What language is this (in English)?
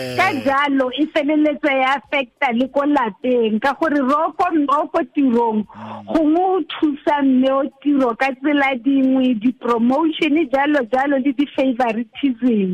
Tswana